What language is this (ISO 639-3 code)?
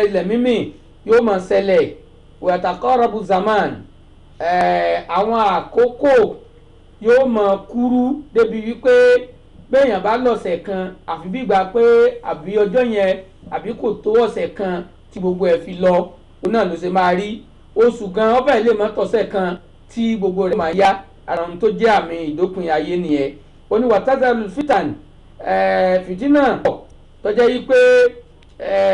yor